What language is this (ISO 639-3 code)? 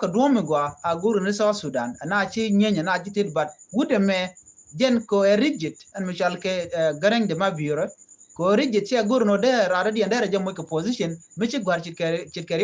nus